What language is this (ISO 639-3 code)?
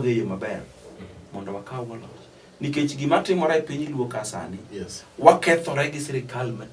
luo